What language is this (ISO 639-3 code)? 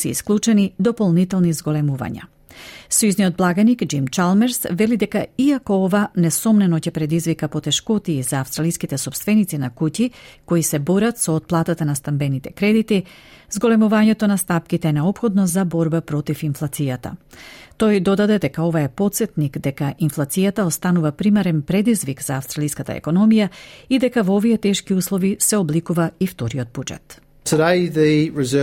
mkd